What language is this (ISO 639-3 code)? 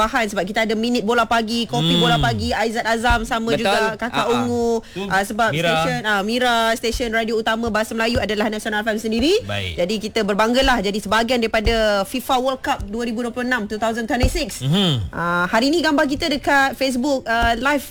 msa